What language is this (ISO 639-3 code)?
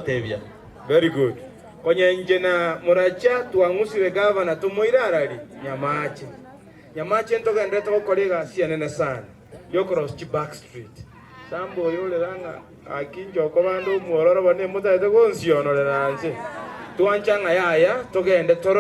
guz